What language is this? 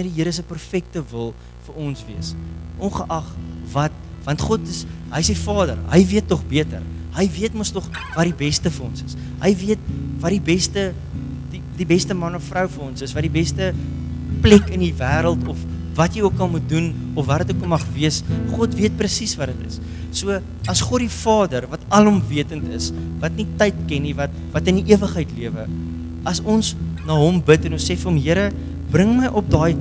Afrikaans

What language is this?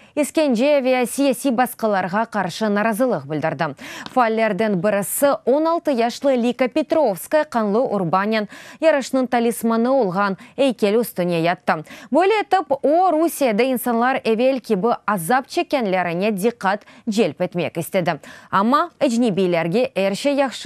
Crimean Tatar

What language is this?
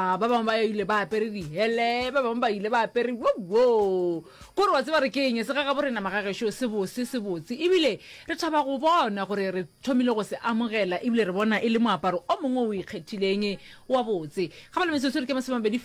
Northern Sotho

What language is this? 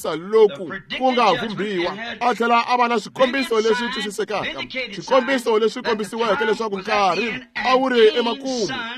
Tsonga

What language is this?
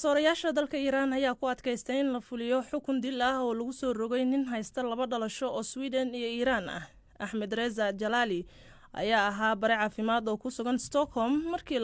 Somali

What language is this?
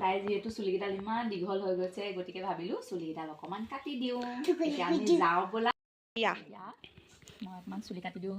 Assamese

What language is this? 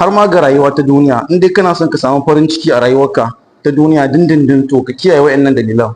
Hausa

